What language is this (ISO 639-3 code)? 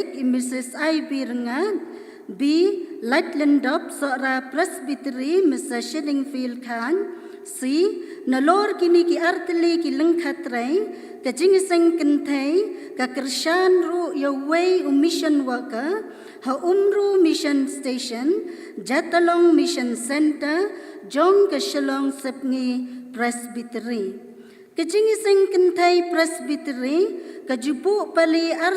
kha